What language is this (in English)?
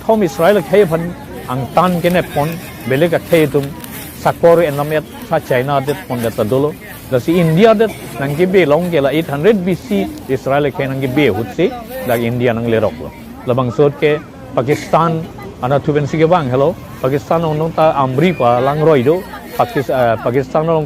Karbi